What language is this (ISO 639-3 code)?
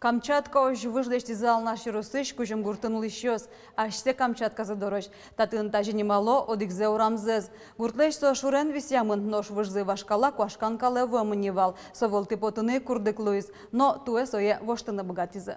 udm